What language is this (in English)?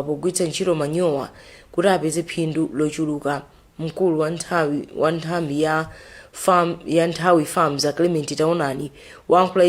Nyanja